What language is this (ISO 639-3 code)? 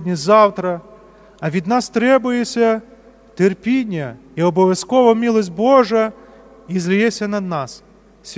rue